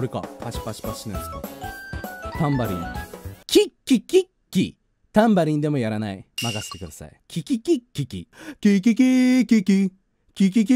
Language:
Japanese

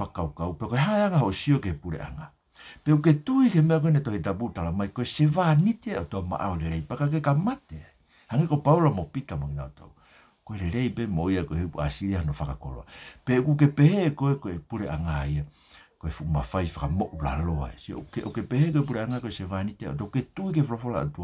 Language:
Tongan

